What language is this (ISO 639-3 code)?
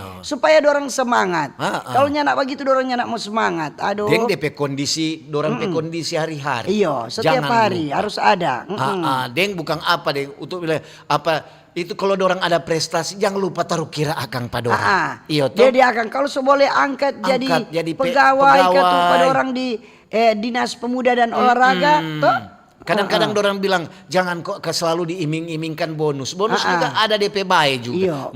xmm